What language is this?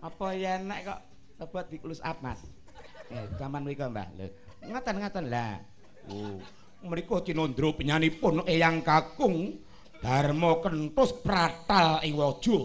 Javanese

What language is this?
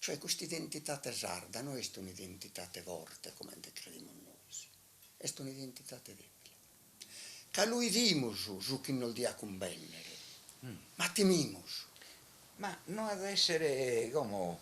Sardinian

